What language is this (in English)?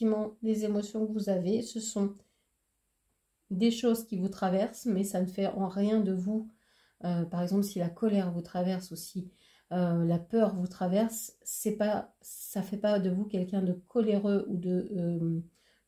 French